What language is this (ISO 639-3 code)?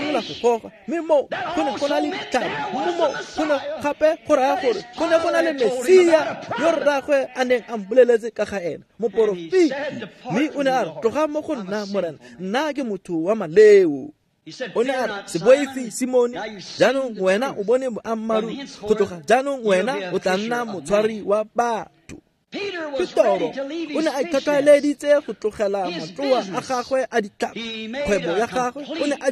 tsn